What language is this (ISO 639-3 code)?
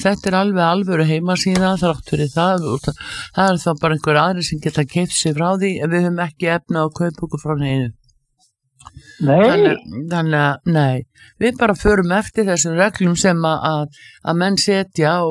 isl